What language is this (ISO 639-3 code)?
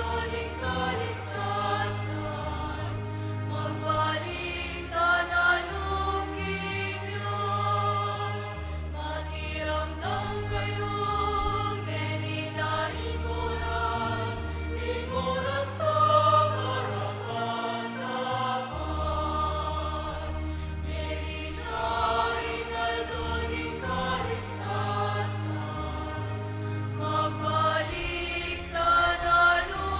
pam